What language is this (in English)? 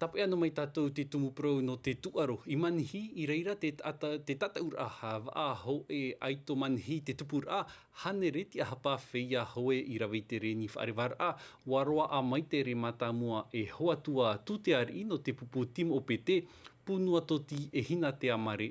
Tahitian